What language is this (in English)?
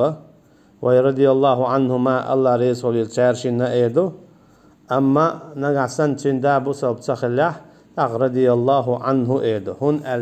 Chechen